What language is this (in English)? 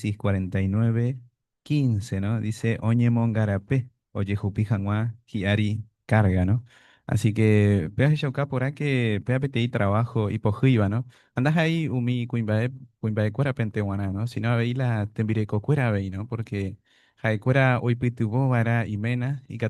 Guarani